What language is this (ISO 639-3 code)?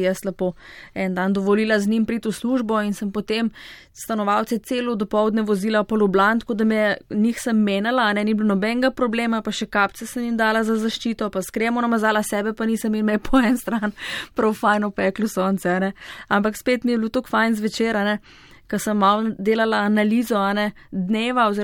slv